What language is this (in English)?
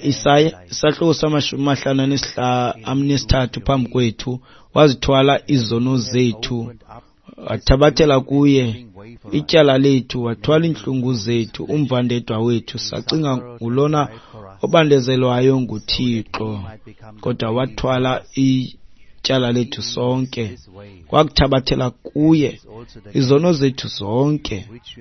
Xhosa